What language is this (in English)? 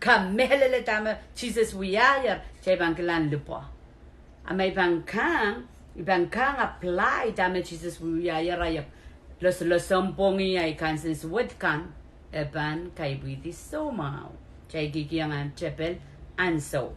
Pohnpeian